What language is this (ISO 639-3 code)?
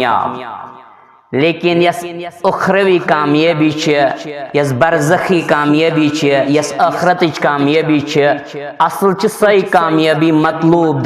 kas